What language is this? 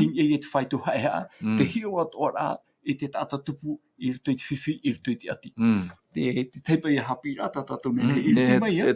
Tahitian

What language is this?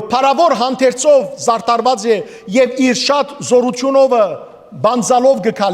Western Armenian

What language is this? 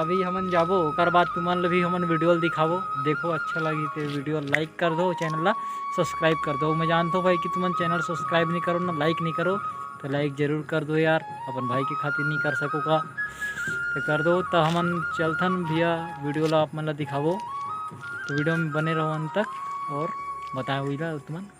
Chhattisgarhi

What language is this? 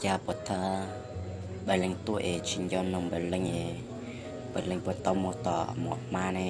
Hmong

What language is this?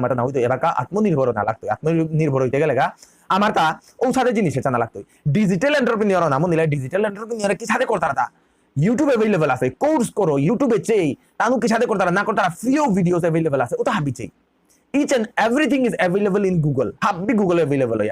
Bishnupriya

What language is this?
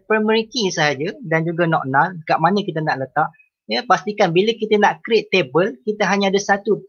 Malay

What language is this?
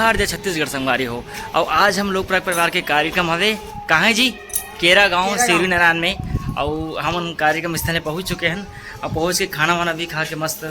Chhattisgarhi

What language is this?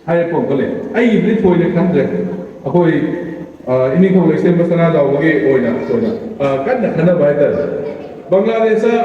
Manipuri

